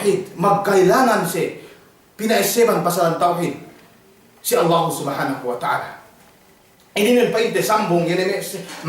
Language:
Yakan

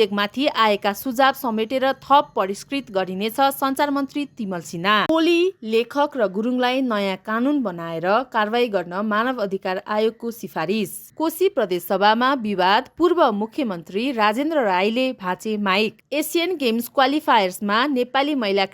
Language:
Nepali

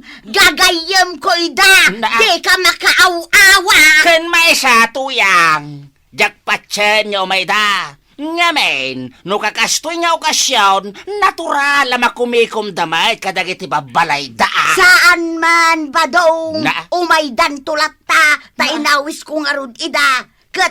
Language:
Iloko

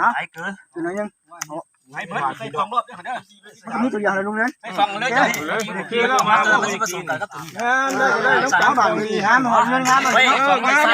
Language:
Northeastern Thai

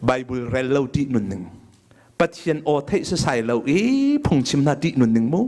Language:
Hakha Chin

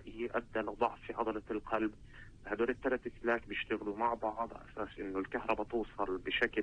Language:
North Levantine Arabic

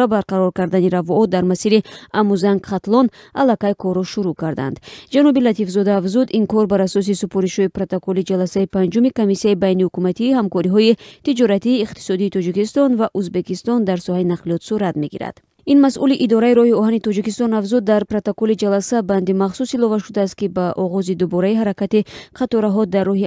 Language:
Tajik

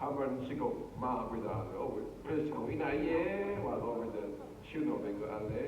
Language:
Rawang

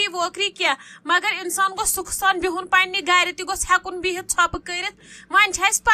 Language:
Kashmiri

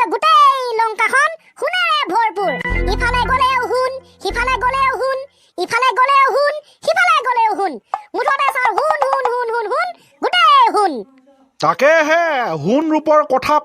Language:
Assamese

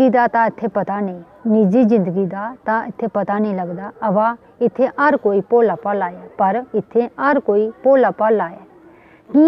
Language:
Dogri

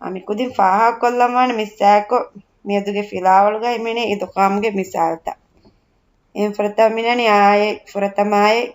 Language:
Divehi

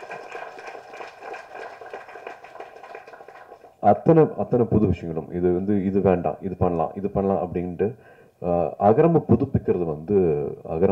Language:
Tamil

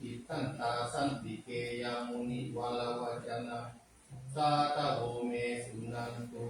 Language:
Pali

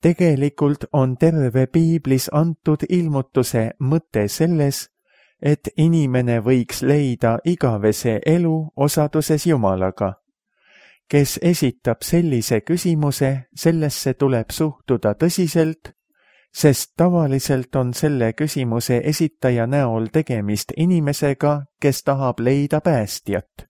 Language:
Estonian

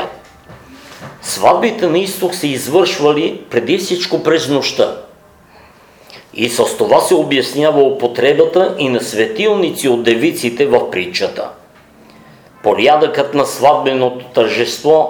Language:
Bulgarian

